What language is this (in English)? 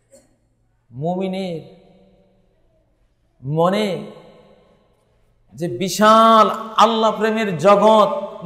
Bangla